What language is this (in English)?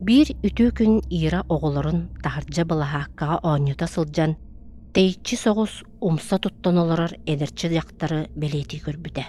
Yakut